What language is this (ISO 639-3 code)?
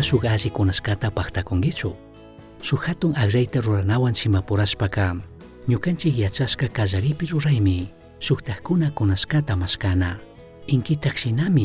qug